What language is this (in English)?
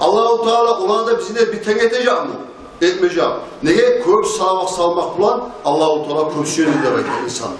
Kumyk